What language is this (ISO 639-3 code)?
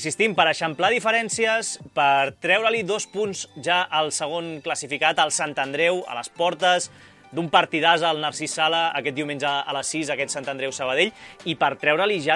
cat